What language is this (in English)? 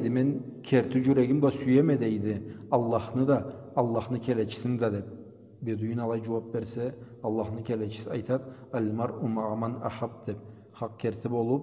Karachay-Balkar